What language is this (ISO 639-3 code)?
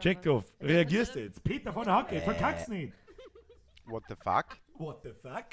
bar